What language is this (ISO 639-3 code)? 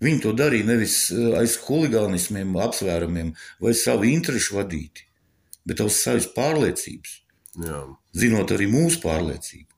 lav